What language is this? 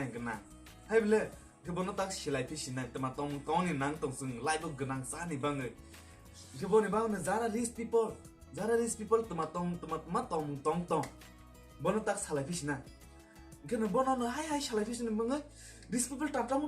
Kok Borok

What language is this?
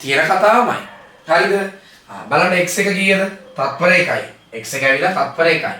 Sinhala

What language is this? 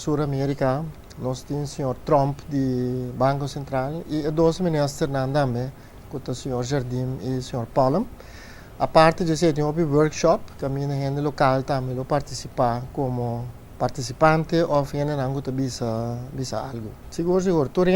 Papiamento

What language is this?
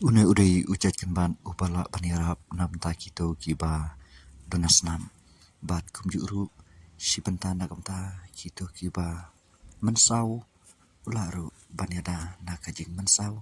Khasi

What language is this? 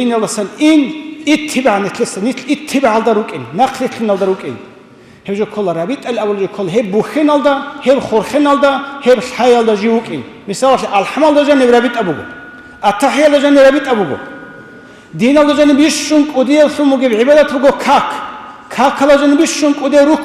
Avaric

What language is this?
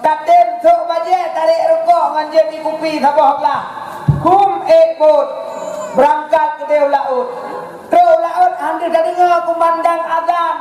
Achinese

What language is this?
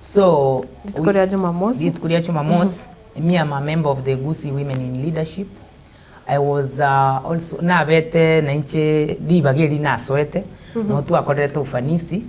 Gusii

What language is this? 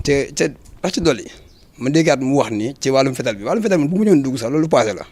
Wolof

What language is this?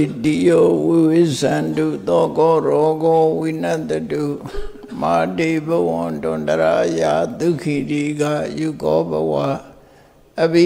Burmese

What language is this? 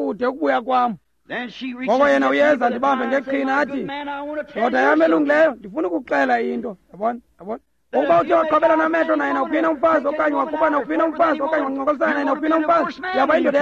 Xhosa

